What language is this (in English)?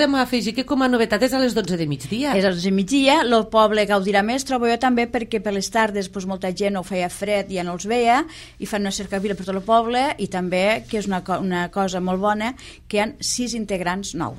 Catalan